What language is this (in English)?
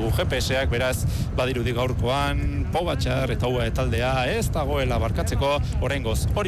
Basque